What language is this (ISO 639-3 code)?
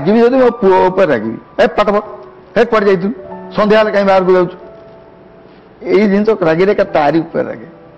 ori